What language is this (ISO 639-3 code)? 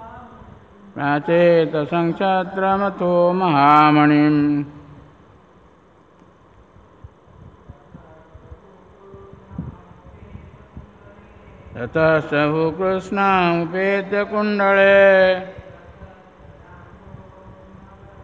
ori